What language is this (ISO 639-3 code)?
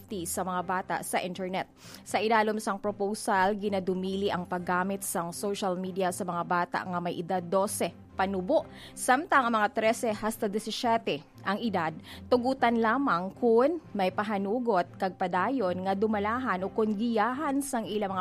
hil